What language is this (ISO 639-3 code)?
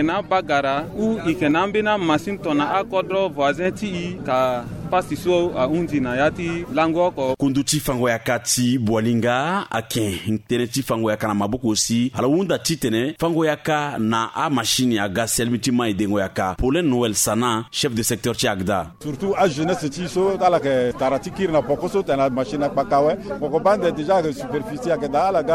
sag